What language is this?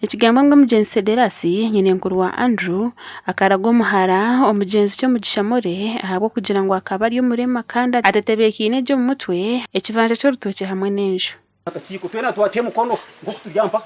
Nyankole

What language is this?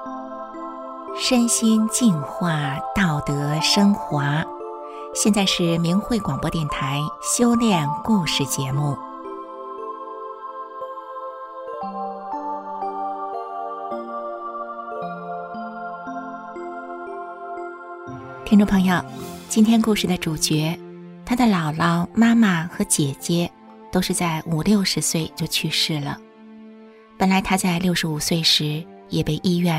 Chinese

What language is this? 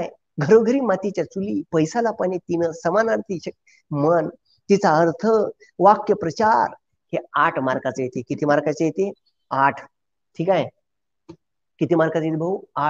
Marathi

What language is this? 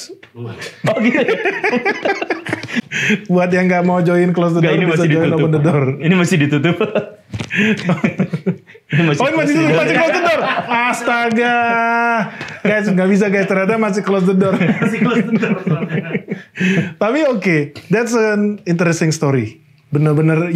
Indonesian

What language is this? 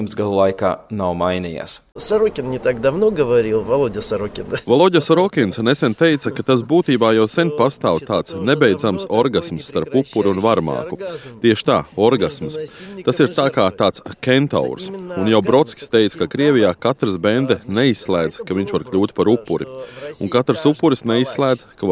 Latvian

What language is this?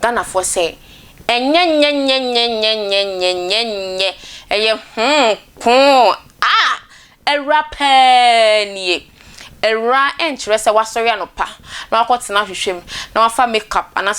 Akan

